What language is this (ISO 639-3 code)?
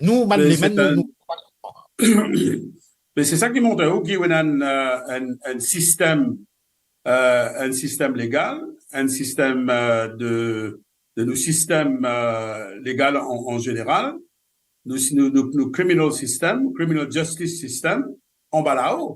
mfe